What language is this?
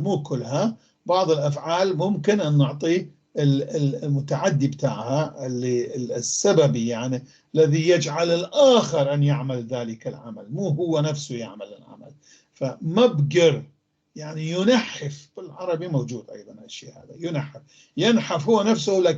North Levantine Arabic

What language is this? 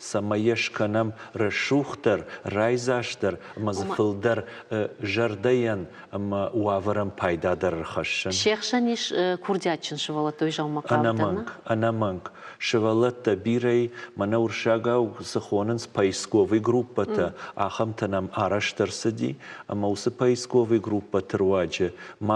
Ossetic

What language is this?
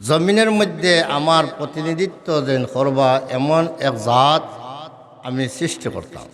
Sylheti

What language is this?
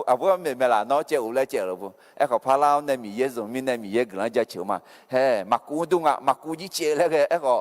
Akha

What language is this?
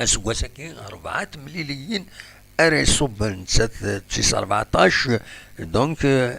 Kabyle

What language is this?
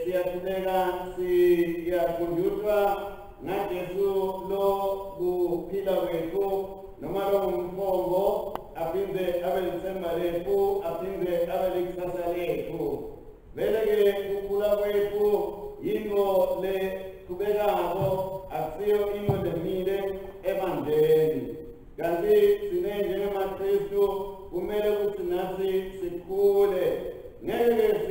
Swati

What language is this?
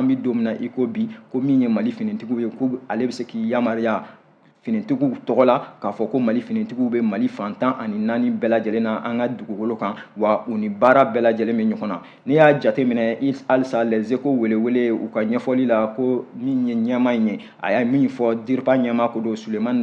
Bambara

